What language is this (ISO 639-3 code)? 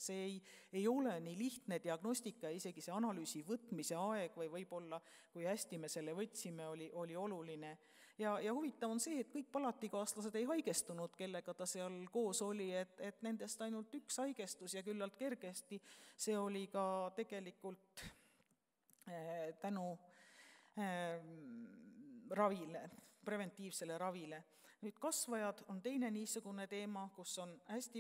est